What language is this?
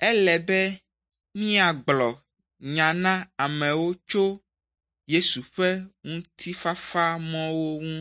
Ewe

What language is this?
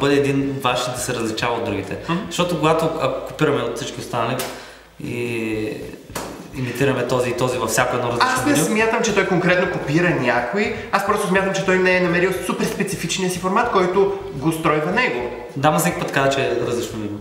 Bulgarian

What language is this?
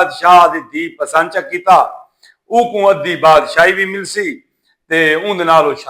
Saraiki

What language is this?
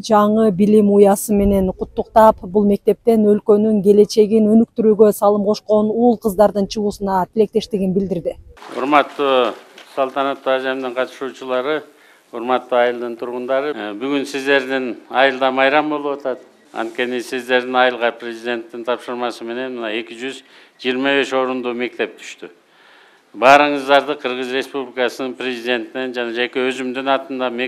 Kyrgyz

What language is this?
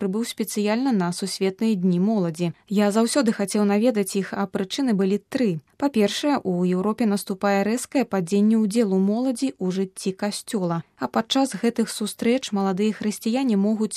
Belarusian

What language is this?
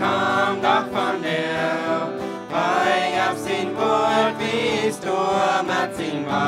Plautdietsch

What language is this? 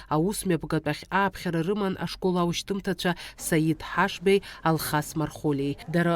Abkhazian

